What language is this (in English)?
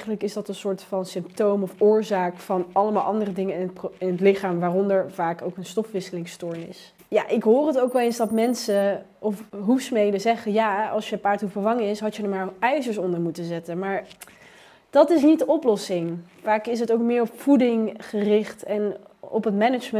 Dutch